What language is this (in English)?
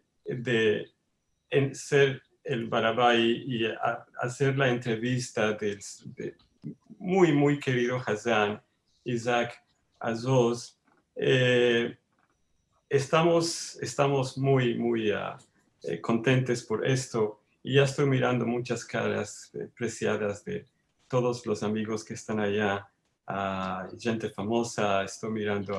Ladino